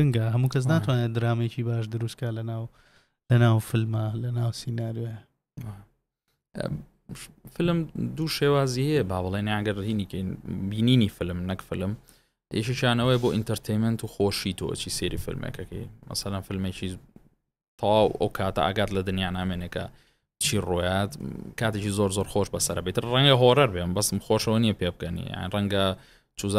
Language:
Central Kurdish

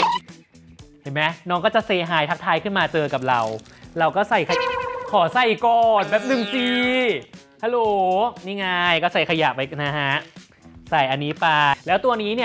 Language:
Thai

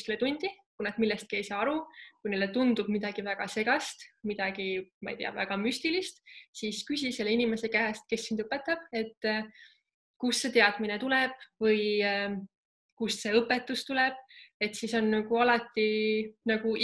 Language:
Estonian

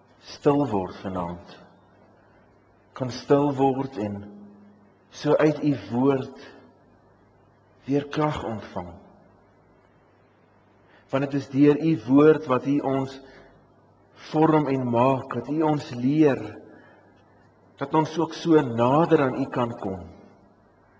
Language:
Afrikaans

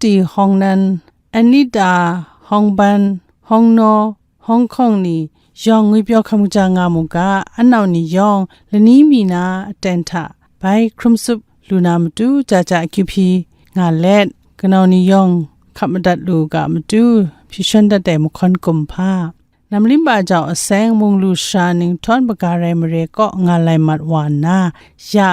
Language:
Kachin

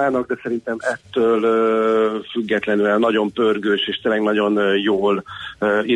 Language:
Hungarian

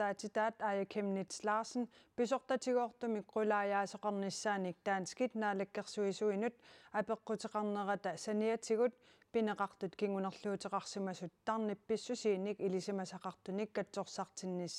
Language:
Kalaallisut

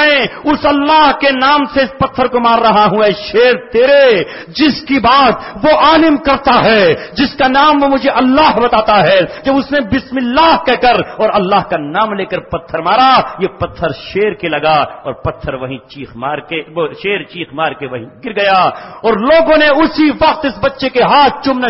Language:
Urdu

